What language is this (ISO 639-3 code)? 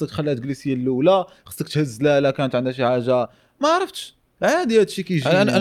ary